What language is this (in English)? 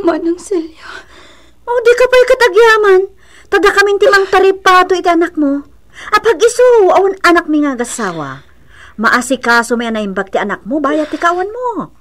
Iloko